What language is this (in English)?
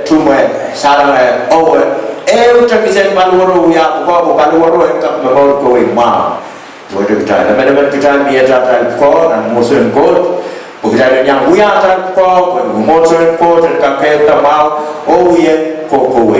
Pohnpeian